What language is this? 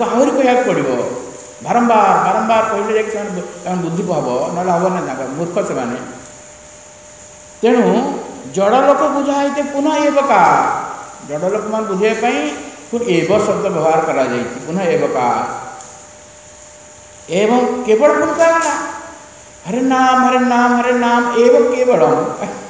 Odia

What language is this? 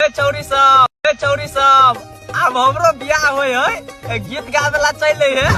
Maithili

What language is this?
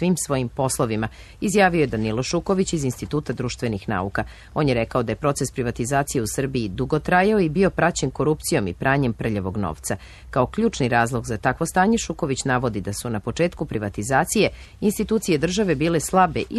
Serbian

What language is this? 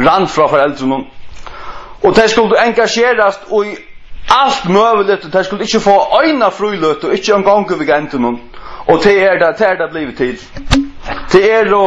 Faroese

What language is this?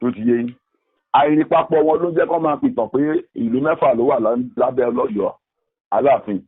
Yoruba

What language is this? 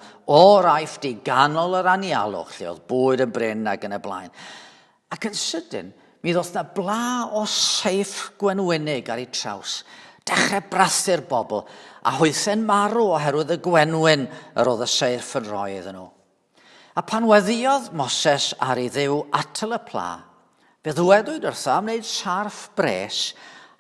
Welsh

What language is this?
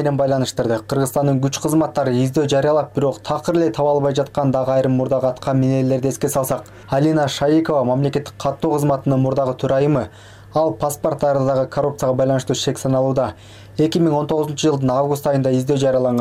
Kyrgyz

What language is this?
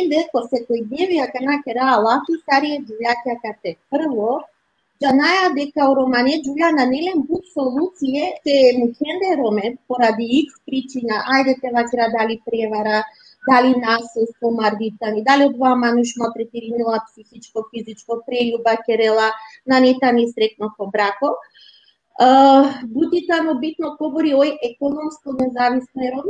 Balkan Romani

